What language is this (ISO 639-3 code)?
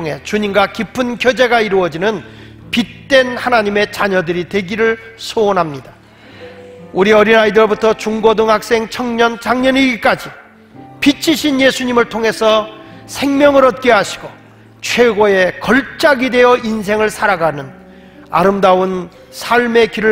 kor